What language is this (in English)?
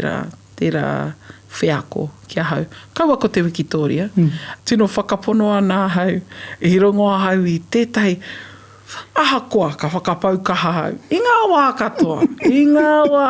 Māori